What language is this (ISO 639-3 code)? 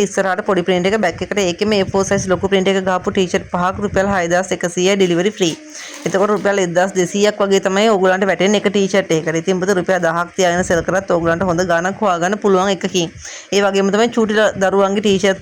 sin